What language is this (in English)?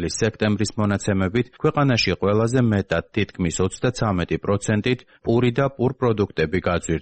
Georgian